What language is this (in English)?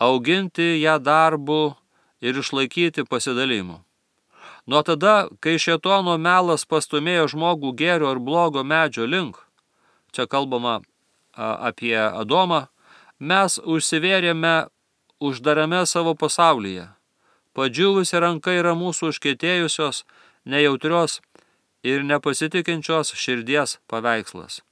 Lithuanian